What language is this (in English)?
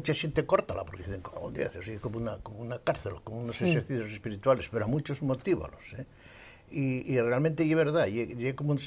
Asturian